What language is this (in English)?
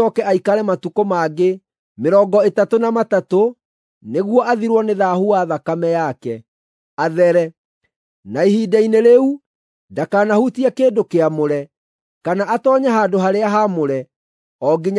Kikuyu